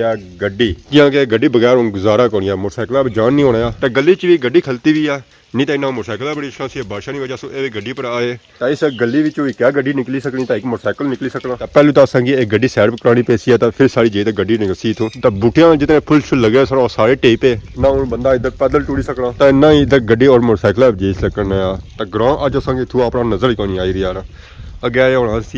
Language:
Pahari-Potwari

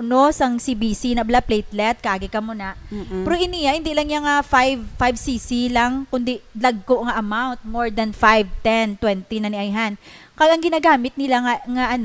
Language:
Hiligaynon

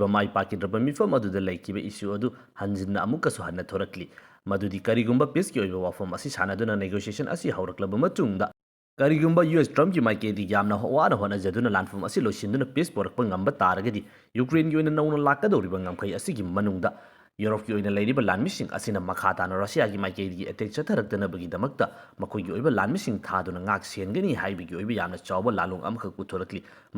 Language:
Manipuri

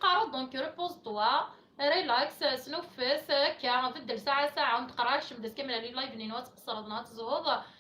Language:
Kabyle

